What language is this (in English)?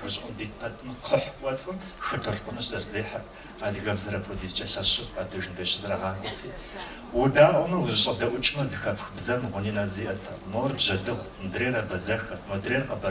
Kabardian